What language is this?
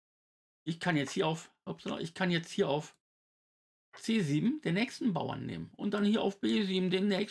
German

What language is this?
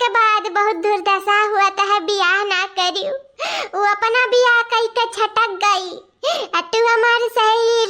Awadhi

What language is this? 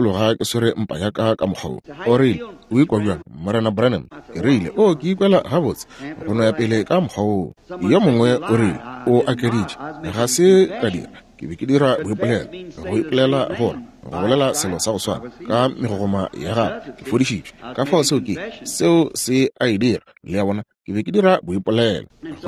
Northern Sotho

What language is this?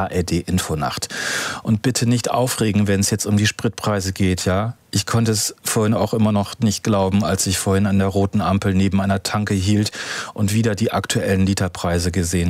German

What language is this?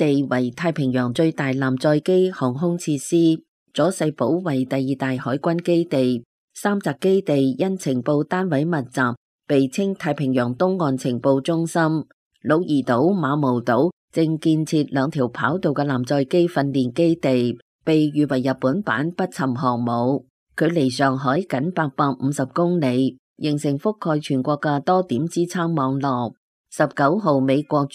Cantonese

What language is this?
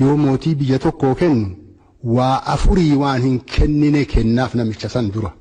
Oromo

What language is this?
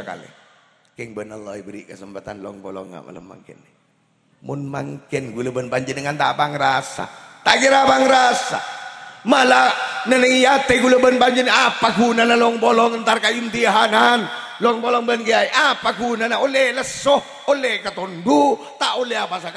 Madurese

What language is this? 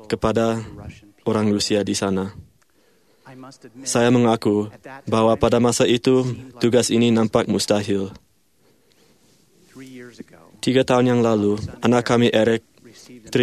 Malay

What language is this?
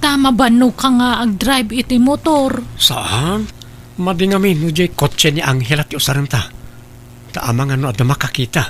Iloko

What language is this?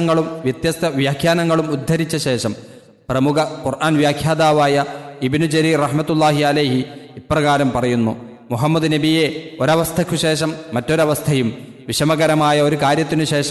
Malayalam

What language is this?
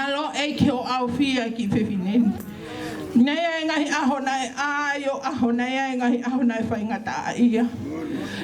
Tongan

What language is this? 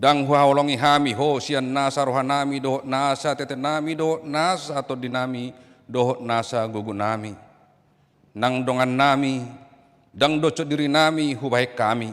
Batak Toba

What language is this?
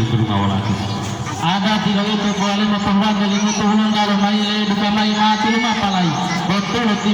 Gorontalo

